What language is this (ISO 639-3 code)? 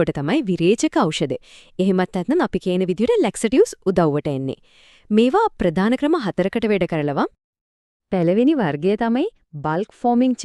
sin